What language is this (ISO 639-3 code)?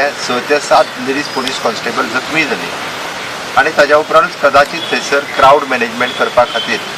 kok